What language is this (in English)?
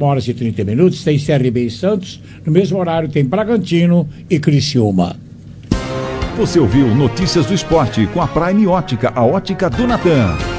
Portuguese